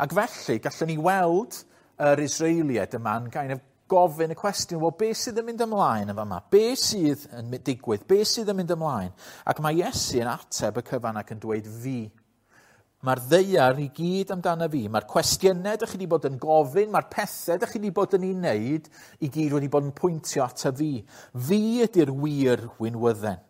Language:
Welsh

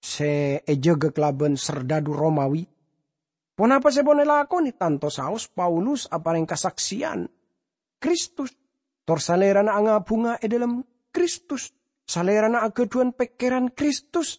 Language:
Madurese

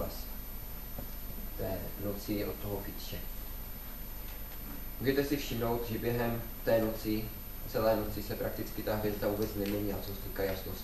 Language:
Czech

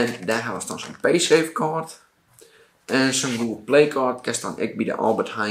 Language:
Western Frisian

